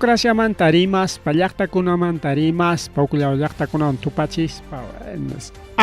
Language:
Ayacucho Quechua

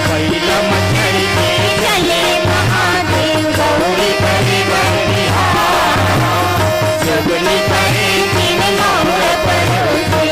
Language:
Chhattisgarhi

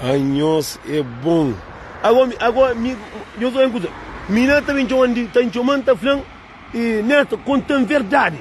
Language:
Kabuverdianu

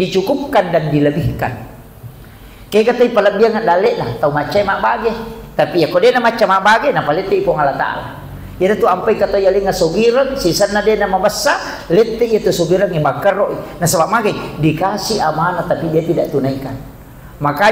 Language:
Buginese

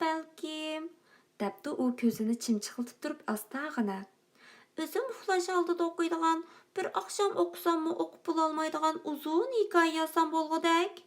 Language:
Uyghur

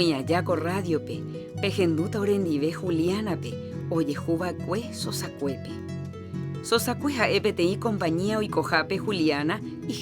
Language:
Guarani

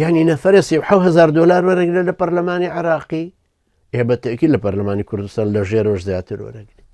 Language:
Central Kurdish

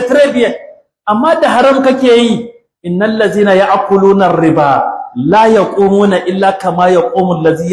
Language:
Hausa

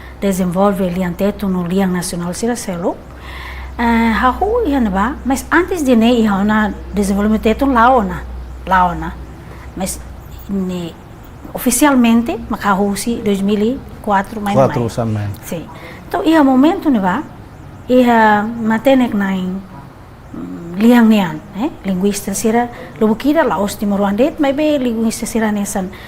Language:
Tetum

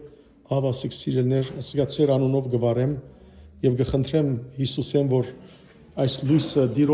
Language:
Western Armenian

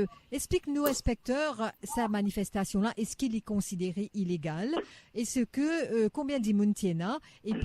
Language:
Morisyen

